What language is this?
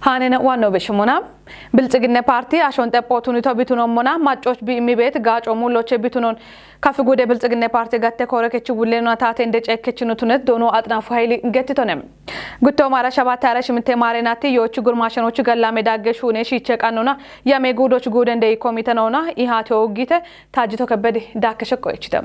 Kafa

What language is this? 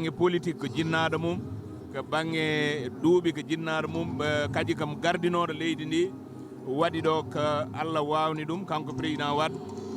Fula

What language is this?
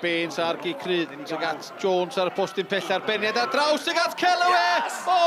Welsh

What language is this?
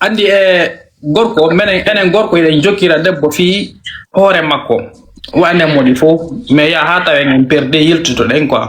Fula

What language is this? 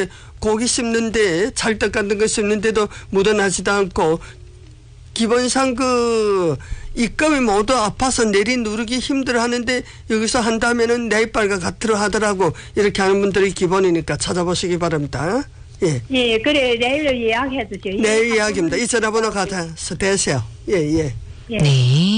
Korean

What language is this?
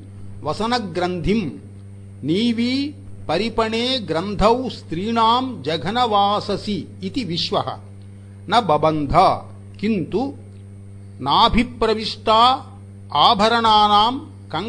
Sanskrit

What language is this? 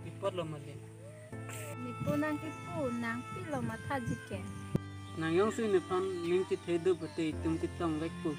Karbi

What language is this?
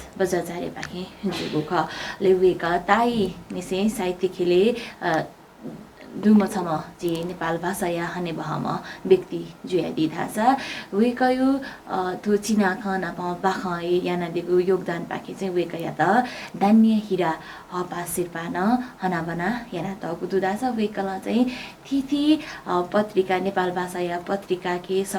Newari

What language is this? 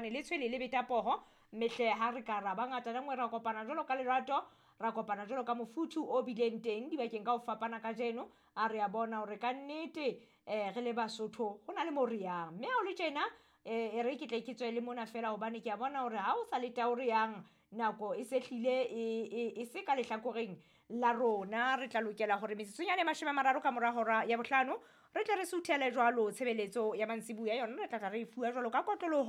Southern Sotho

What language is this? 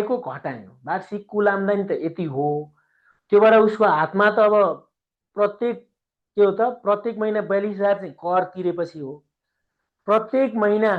Nepali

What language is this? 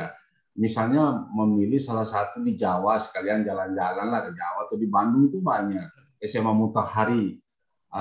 Indonesian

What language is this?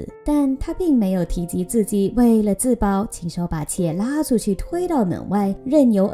Chinese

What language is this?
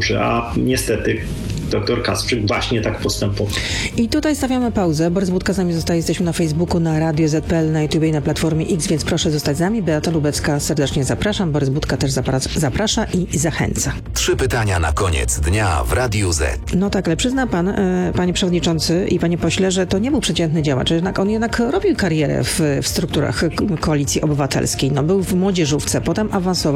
Polish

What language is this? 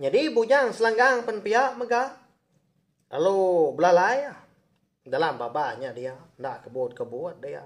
Iban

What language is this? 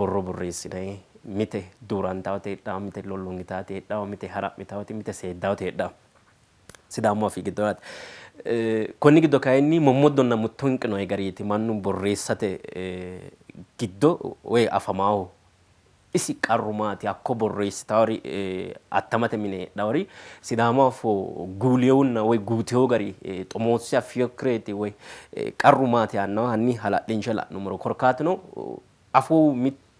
Sidamo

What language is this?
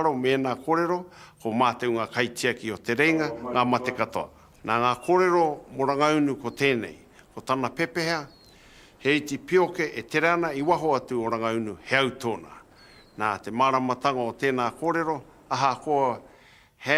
Māori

